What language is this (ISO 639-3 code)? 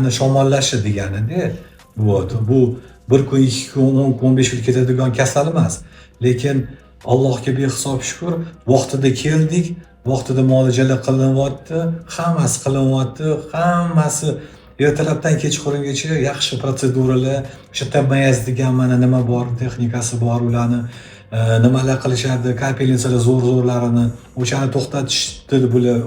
uzb